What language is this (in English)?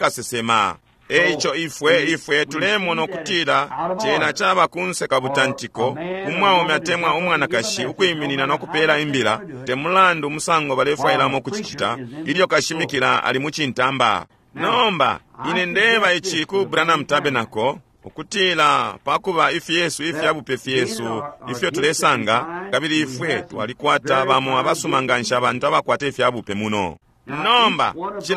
Bemba